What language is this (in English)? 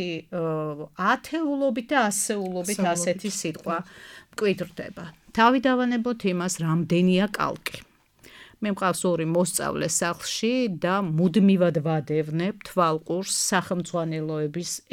Georgian